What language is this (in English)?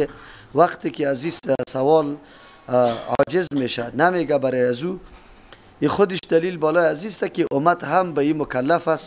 Persian